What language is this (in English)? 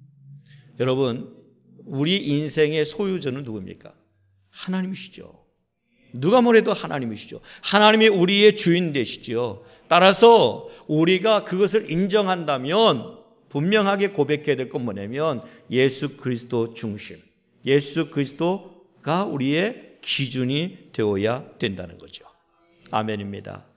Korean